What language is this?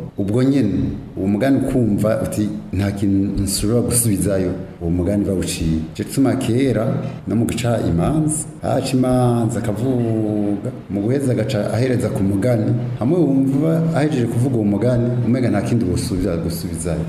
Rundi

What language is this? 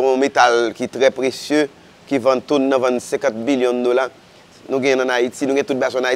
Haitian Creole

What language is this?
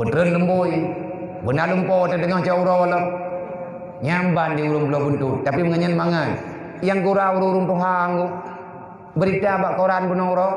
Achinese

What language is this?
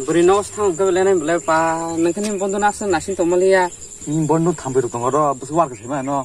Kok Borok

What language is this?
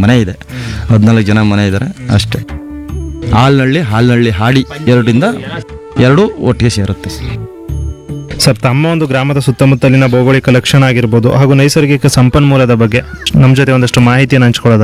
Kannada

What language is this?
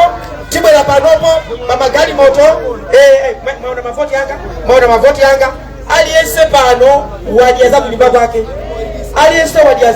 Nyanja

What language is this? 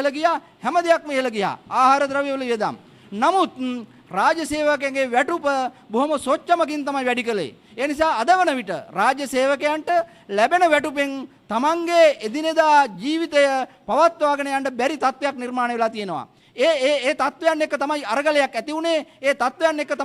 Sinhala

